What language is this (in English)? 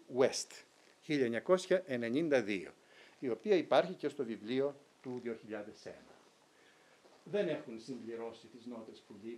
Greek